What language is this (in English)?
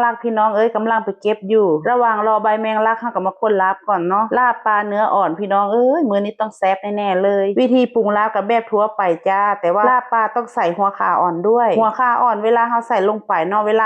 Northeastern Thai